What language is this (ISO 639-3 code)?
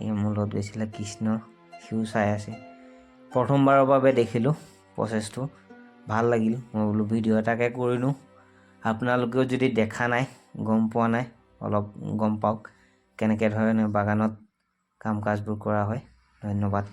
asm